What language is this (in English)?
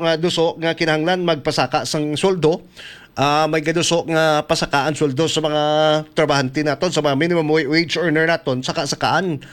Hiligaynon